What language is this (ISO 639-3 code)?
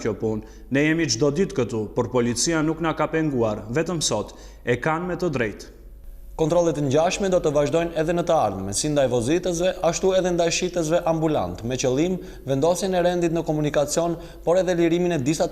sqi